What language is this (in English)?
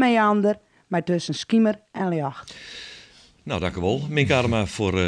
Western Frisian